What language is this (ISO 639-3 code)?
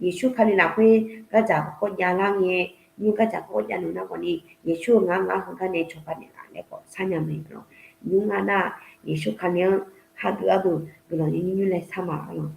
ahk